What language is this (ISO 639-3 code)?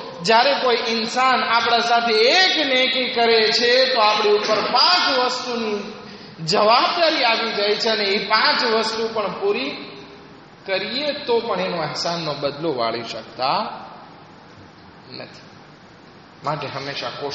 guj